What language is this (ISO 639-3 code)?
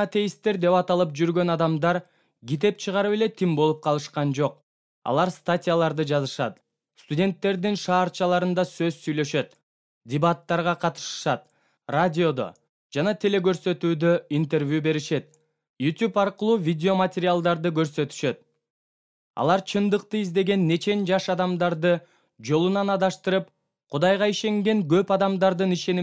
kir